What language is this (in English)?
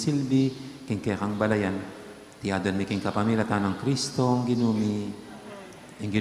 Pampanga